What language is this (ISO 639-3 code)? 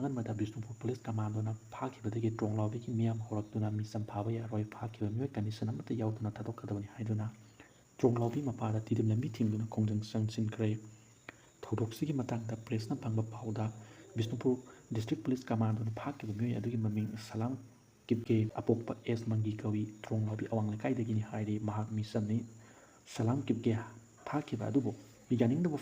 mni